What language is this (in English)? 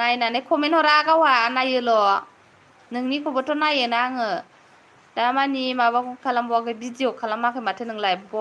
Bodo